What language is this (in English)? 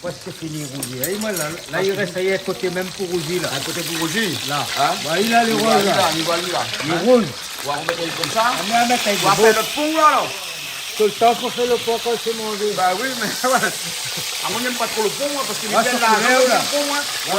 Réunion Creole French